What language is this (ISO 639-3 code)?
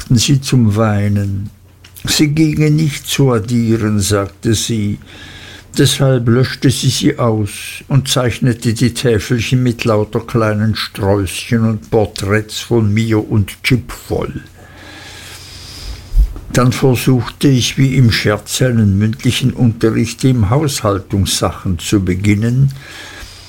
deu